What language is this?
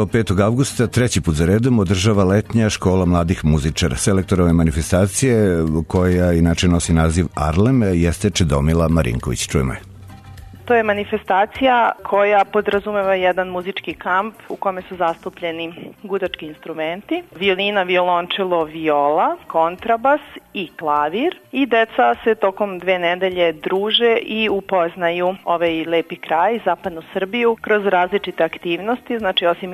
Serbian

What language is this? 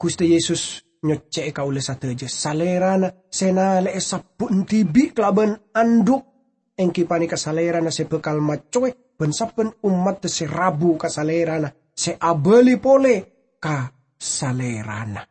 Madurese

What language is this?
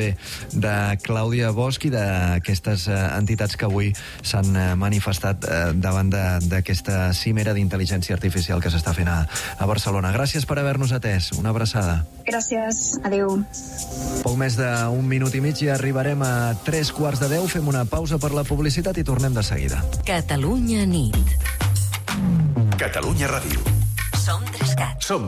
Catalan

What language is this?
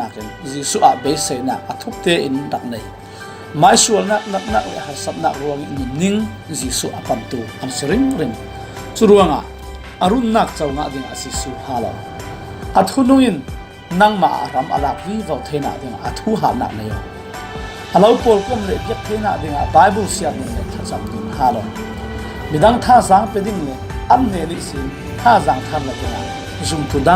Falam Chin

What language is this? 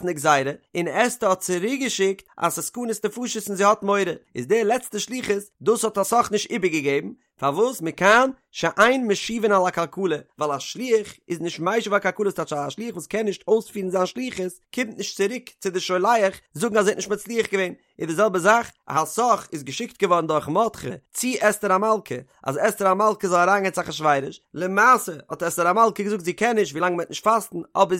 Yiddish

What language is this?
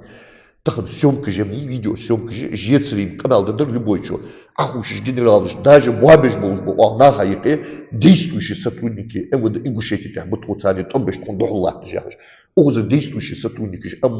Ingush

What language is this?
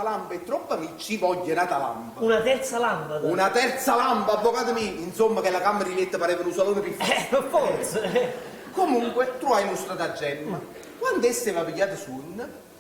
Neapolitan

